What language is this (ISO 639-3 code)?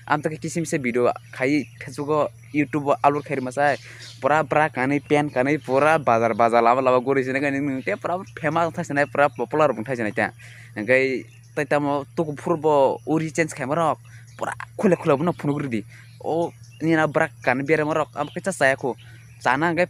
trp